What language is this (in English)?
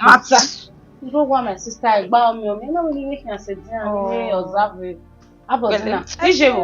Bini